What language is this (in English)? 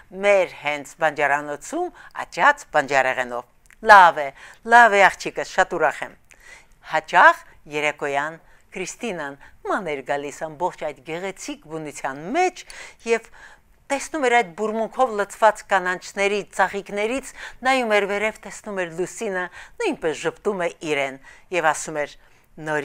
Armenian